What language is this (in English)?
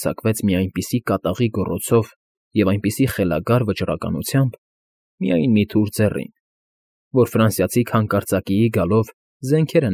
Armenian